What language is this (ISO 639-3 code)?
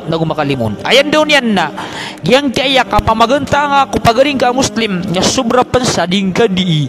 mrw